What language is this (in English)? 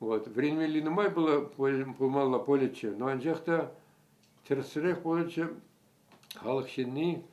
Chuvash